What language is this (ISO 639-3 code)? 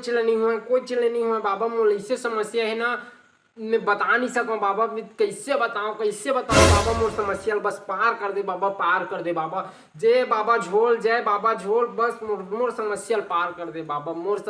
hne